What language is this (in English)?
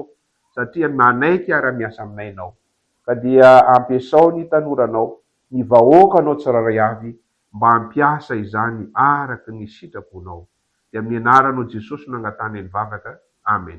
Malagasy